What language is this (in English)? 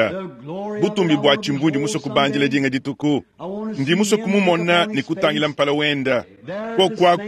Luba-Lulua